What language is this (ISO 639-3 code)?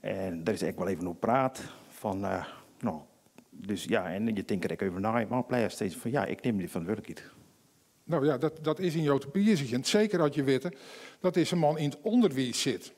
fry